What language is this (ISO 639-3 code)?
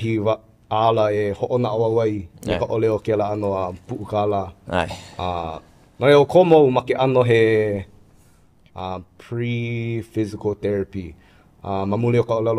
haw